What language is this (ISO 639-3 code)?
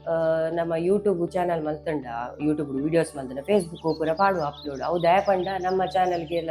tcy